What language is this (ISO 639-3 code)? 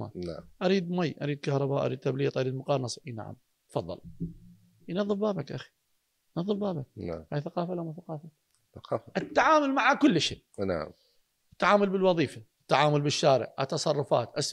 acm